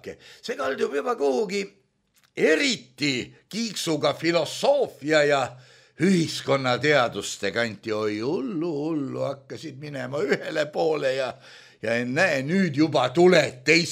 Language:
Estonian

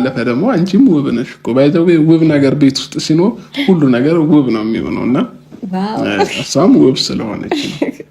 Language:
Amharic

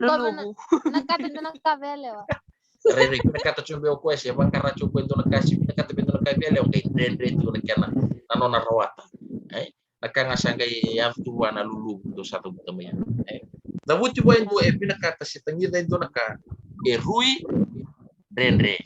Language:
Fijian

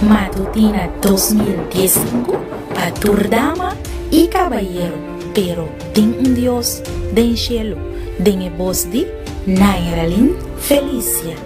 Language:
Papiamento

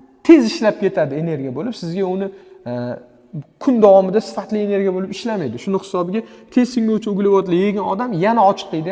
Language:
Uzbek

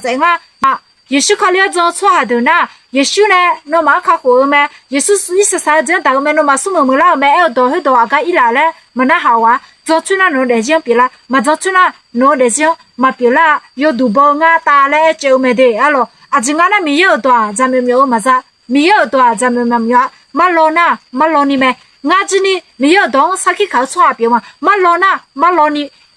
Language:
Akha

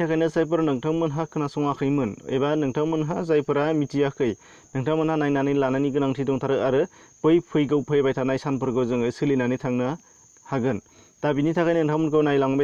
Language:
Bodo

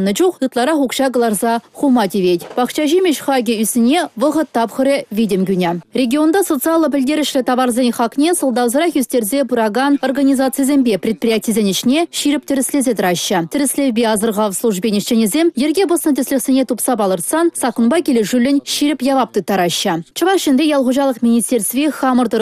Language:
Chuvash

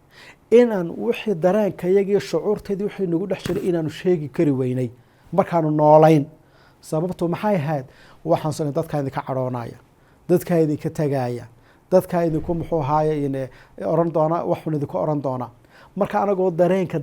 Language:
Somali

